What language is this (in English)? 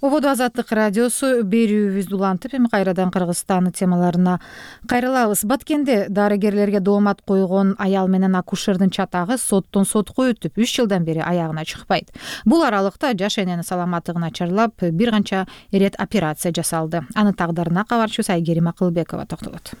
Kyrgyz